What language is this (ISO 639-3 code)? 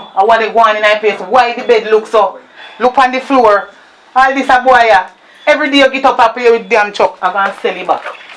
jam